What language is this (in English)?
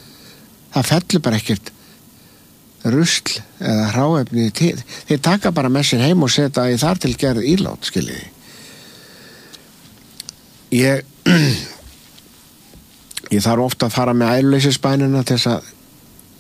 Icelandic